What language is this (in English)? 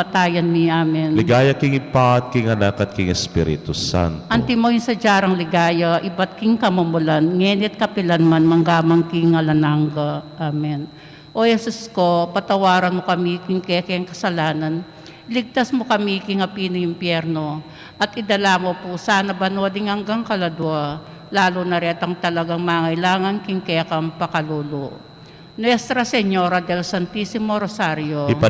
Pampanga